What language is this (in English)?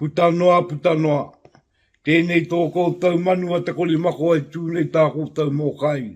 Māori